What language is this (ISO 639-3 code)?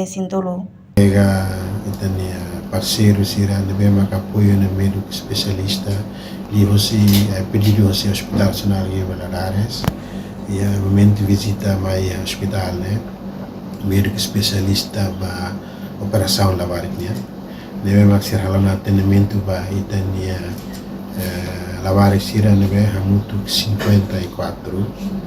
tet